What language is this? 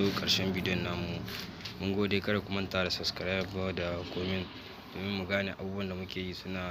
Hausa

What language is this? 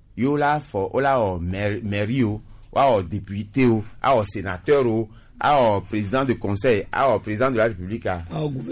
Gen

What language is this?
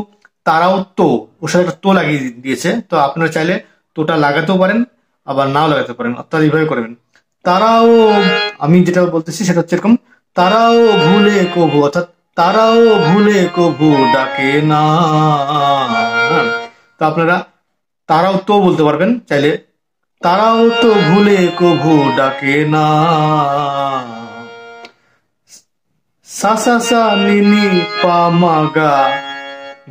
Bangla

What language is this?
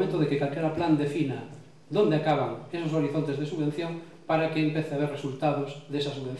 Galician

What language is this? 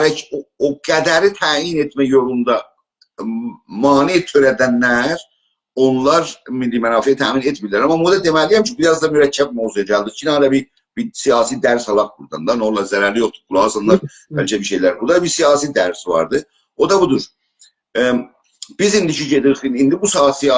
South Azerbaijani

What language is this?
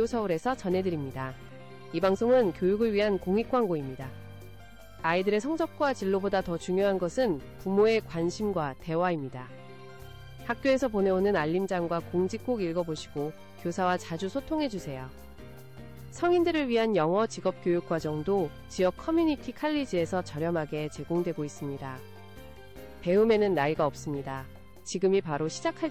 Korean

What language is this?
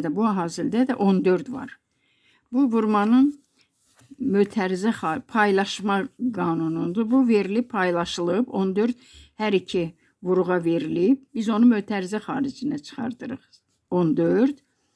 Azerbaijani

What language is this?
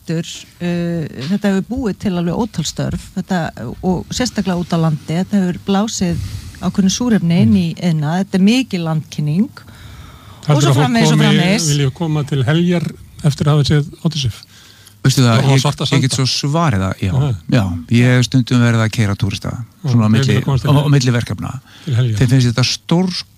Icelandic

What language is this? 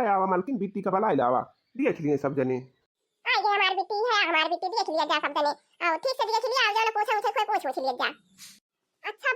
Awadhi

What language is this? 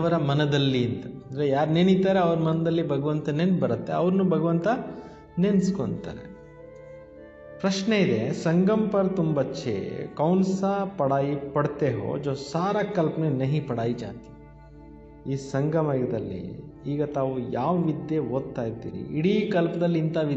Kannada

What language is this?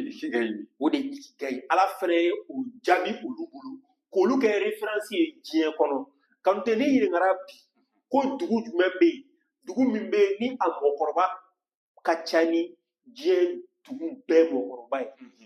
Bambara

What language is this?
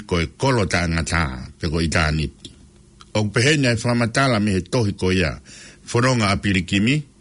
Tongan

